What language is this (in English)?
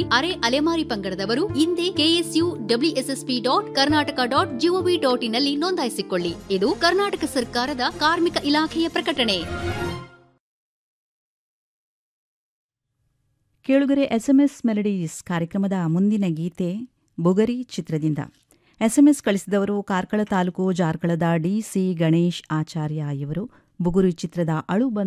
Kannada